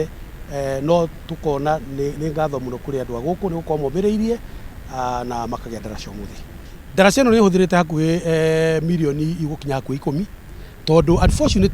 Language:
Kikuyu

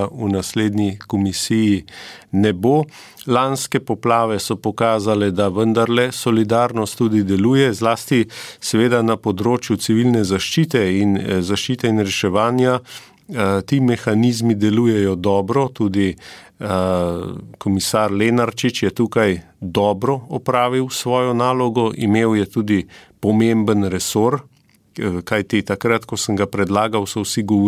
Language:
Slovenian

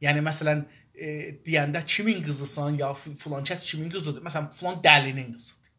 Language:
South Azerbaijani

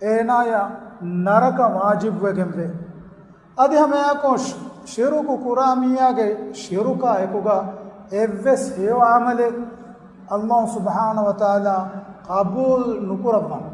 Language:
Divehi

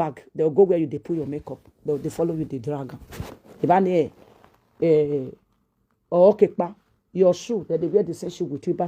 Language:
Nigerian Pidgin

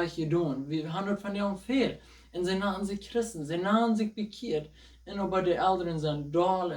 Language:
Plautdietsch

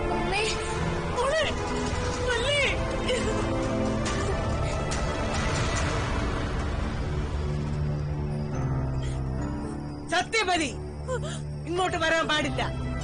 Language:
Malayalam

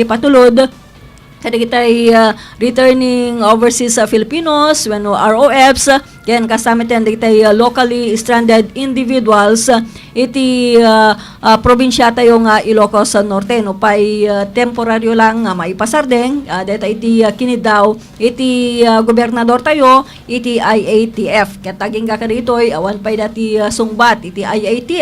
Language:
Iloko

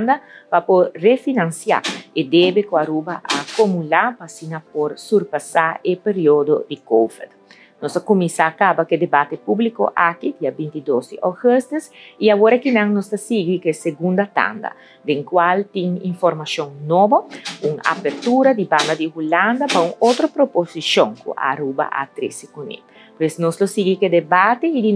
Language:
Papiamento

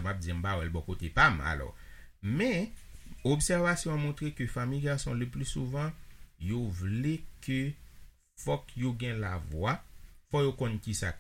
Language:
Haitian Creole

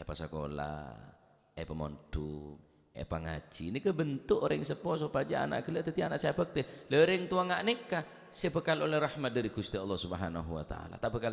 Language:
Madurese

